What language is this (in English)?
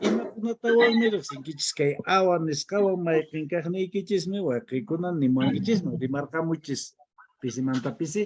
Quechua